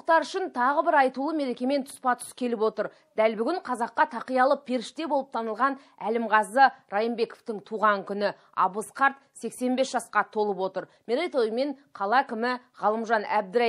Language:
Kazakh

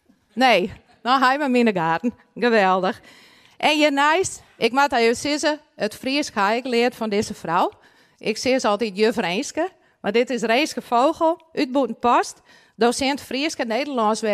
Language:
Western Frisian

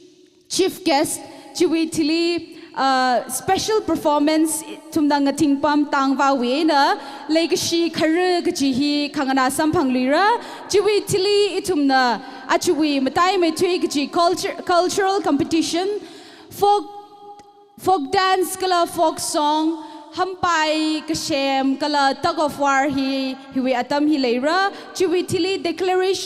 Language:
Tangkhul Naga (India)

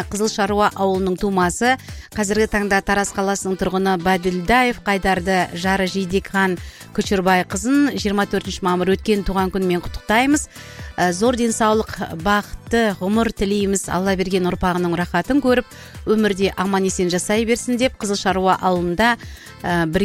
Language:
Kazakh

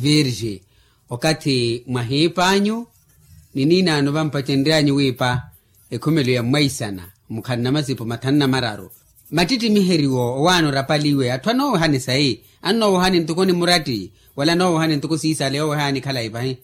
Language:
Makhuwa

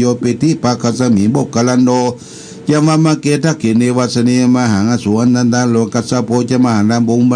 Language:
Pali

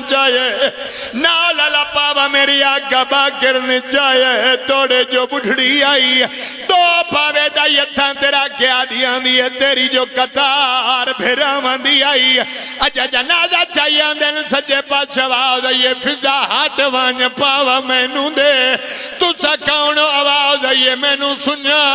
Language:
Pahari-Potwari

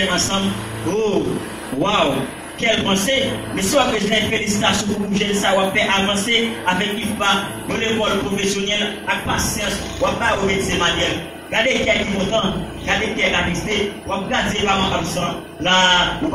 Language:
Haitian Creole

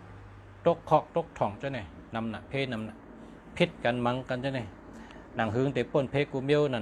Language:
Shan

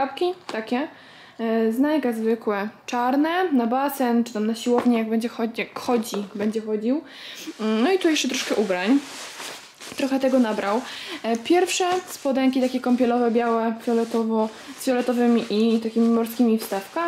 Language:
Polish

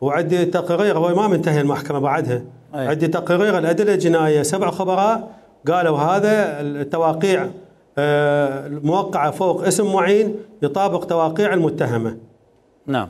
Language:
Mesopotamian Arabic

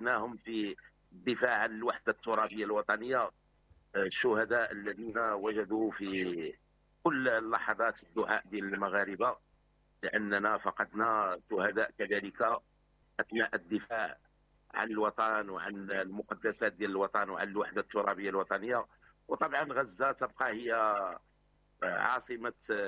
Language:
Moroccan Arabic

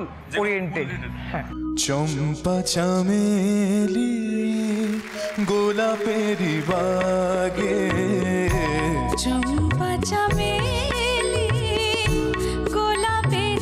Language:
Bangla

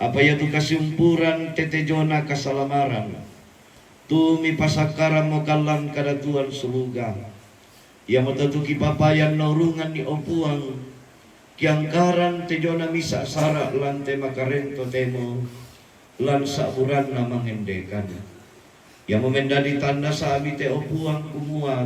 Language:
Toraja-Sa'dan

